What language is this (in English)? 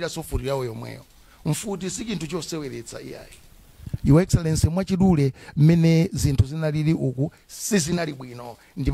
Nyanja